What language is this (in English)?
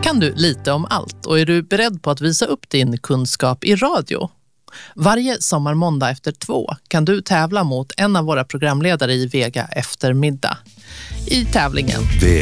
Swedish